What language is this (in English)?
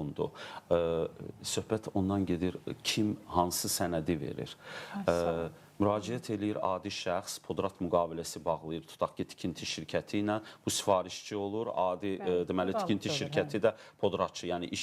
Azerbaijani